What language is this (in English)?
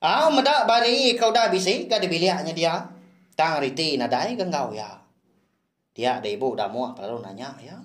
Iban